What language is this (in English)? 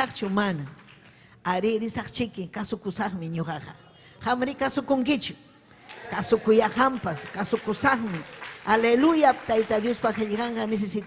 Ayacucho Quechua